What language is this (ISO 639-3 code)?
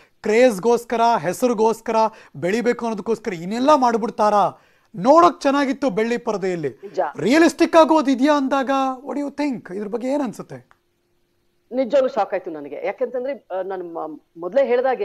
kan